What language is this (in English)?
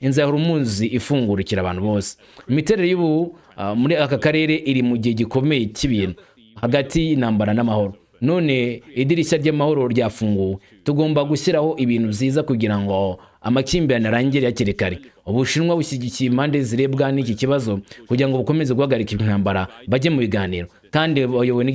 Kinyarwanda